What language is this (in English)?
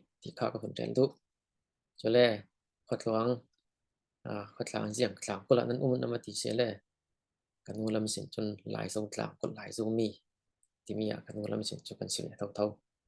Falam Chin